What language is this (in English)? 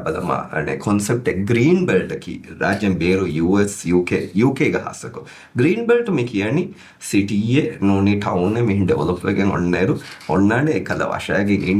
Divehi